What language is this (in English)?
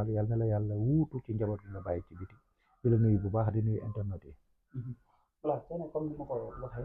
Wolof